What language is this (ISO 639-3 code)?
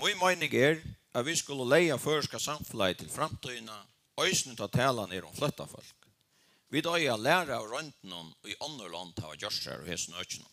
fao